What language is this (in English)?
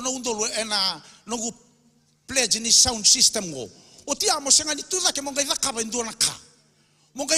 Fijian